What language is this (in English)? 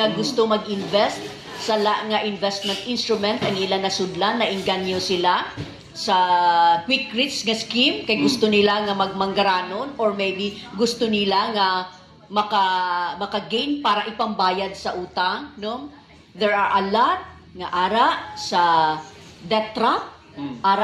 Hiligaynon